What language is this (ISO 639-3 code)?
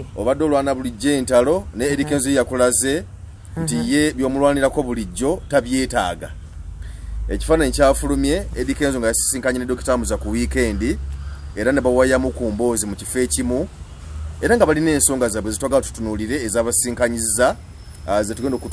lug